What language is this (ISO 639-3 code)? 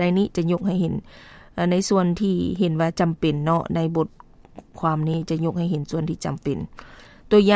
lao